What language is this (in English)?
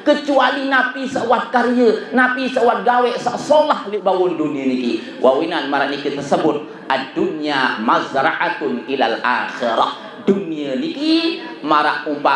Sasak